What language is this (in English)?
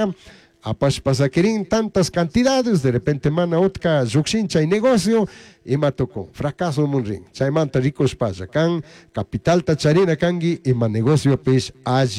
Chimborazo Highland Quichua